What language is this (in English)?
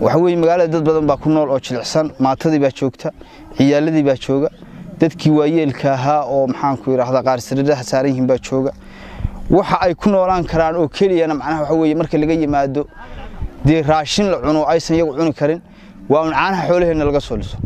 Somali